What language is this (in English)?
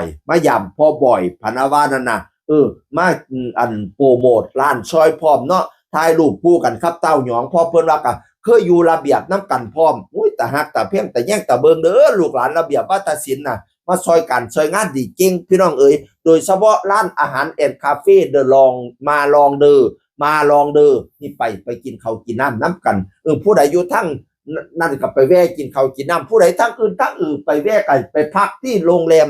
Northeastern Thai